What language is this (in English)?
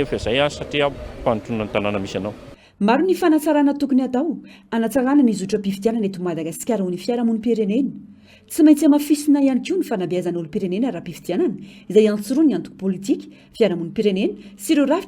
Malagasy